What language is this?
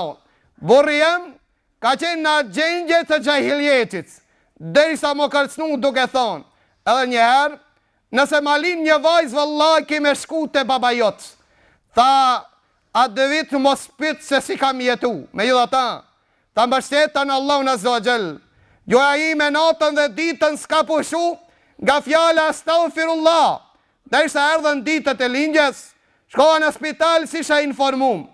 Albanian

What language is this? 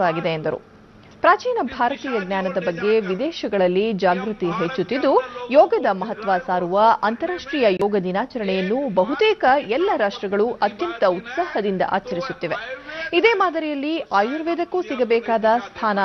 Kannada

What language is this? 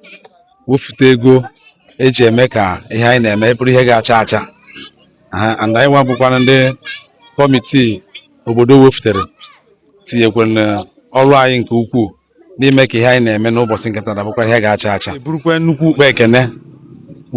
Igbo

